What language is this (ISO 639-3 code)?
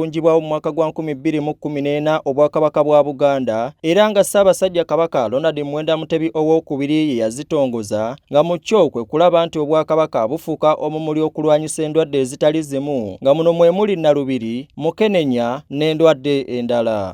lug